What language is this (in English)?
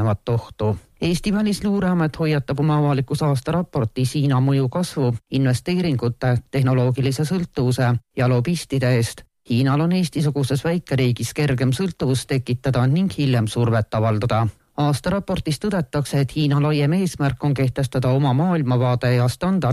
Estonian